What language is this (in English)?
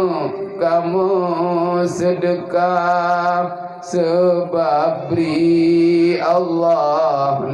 Achinese